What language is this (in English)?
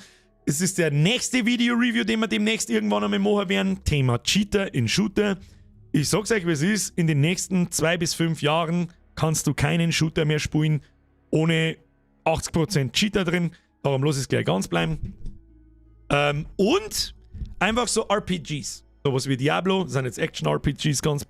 Bavarian